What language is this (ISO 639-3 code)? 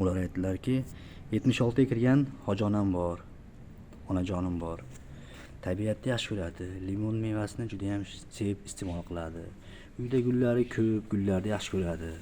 uzb